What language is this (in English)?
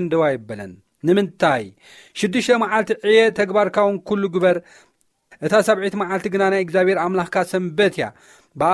Tigrinya